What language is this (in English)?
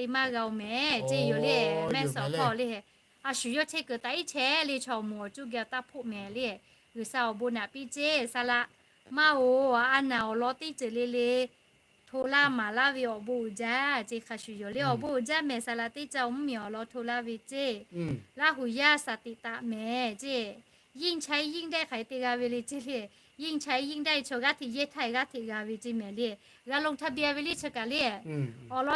Lahu